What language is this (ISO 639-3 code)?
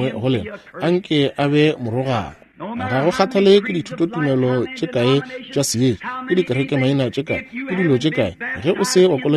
nso